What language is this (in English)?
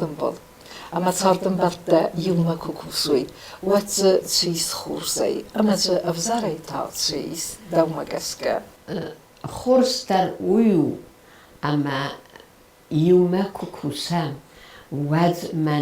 Ossetic